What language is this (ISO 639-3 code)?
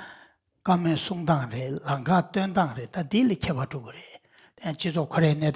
bod